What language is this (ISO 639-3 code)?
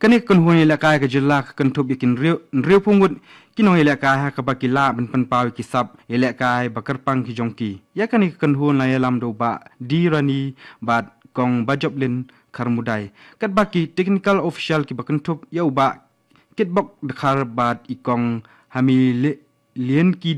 kha